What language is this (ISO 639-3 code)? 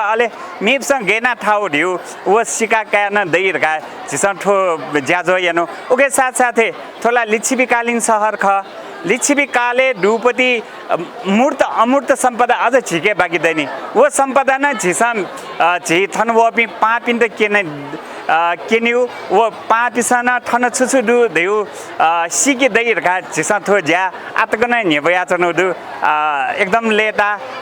new